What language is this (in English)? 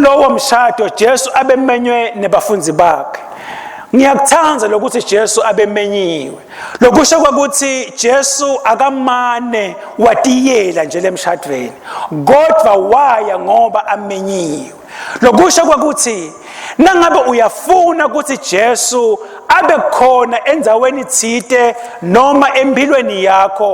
Swati